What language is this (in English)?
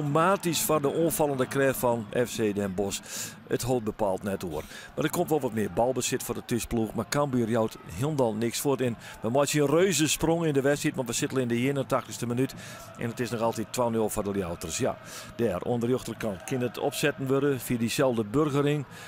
Western Frisian